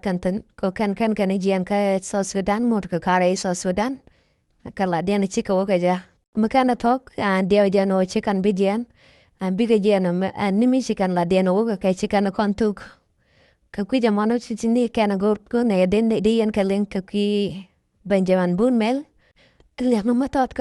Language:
Nuer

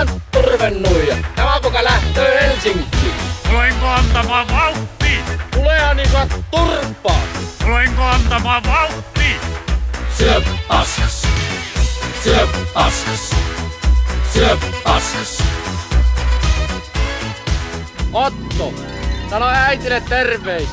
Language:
Finnish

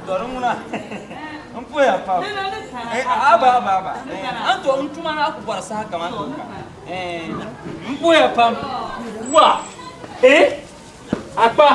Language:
Dagbani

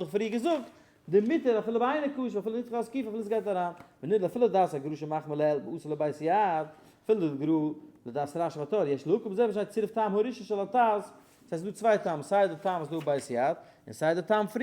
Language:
Yiddish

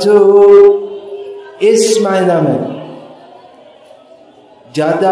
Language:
Hindi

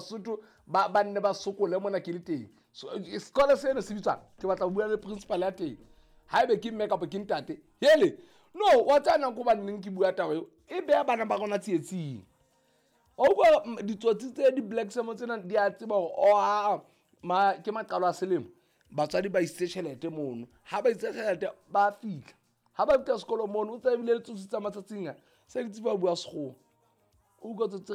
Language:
Southern Sotho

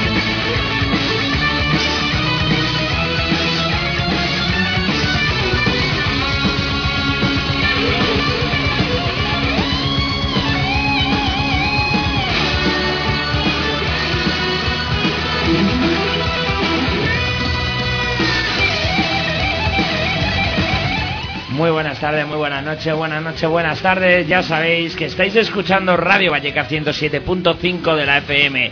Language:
Spanish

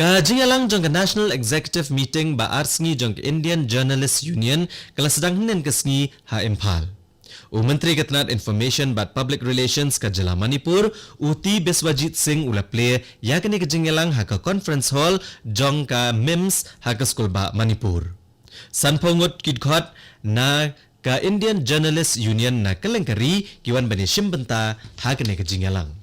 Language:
Khasi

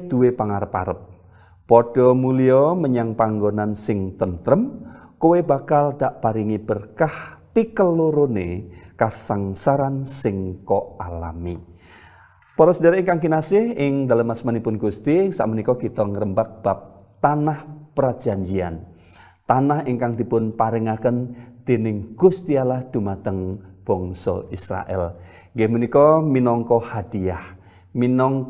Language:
Javanese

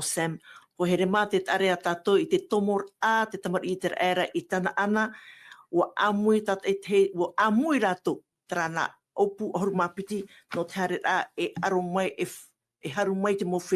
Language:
Tahitian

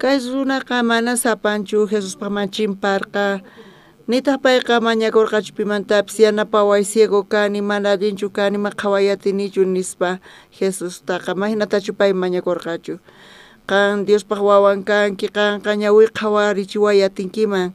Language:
South Bolivian Quechua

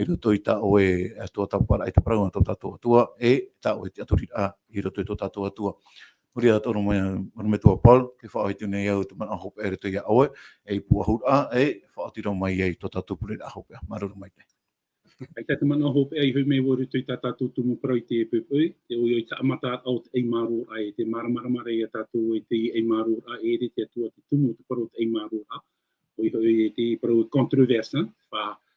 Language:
Tahitian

